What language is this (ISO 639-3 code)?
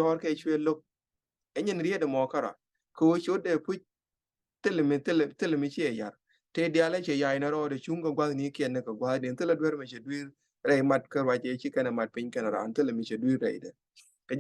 nus